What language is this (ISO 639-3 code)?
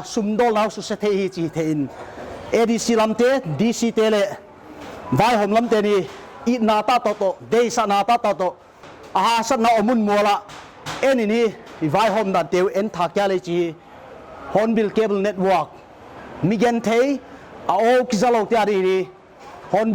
pck